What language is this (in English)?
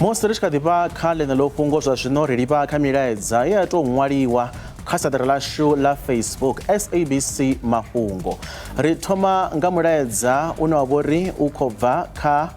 Venda